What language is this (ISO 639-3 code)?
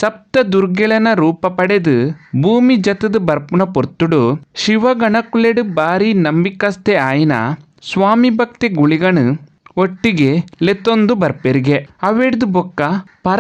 tcy